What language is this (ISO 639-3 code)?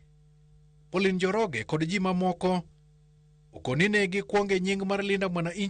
luo